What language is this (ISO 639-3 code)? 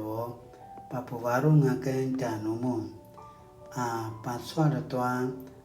pwn